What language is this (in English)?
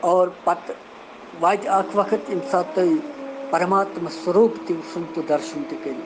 Kashmiri